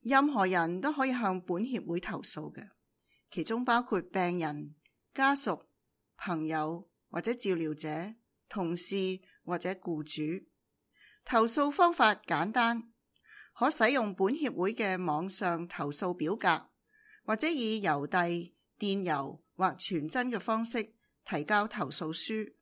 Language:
Cantonese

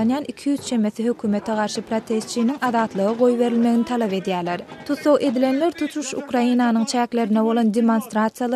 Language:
Turkmen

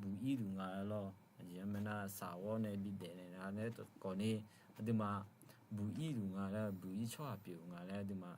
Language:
Akha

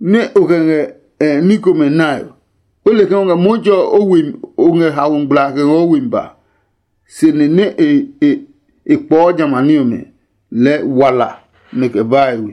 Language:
Adangme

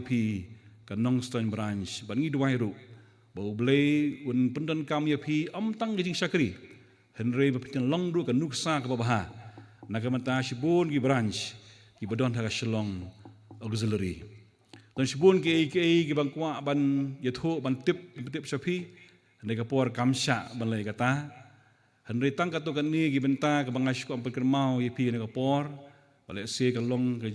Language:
Khasi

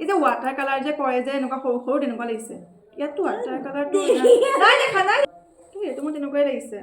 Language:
Assamese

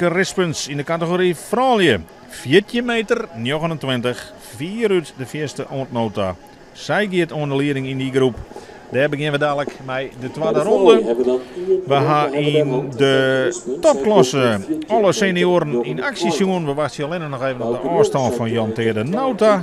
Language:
Western Frisian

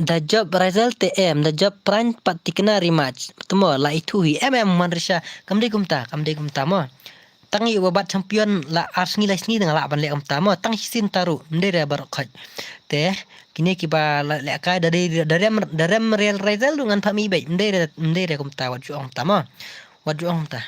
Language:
Khasi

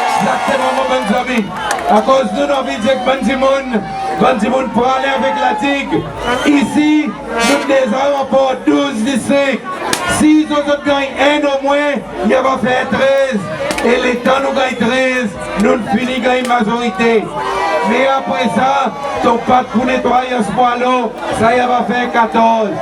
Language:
Seselwa Creole French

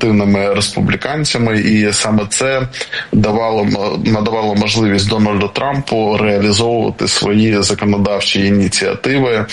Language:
Ukrainian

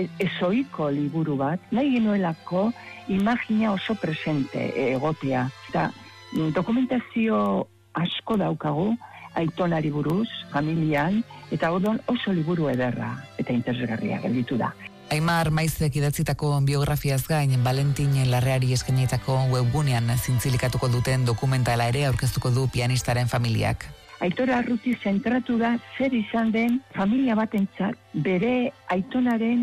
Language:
Basque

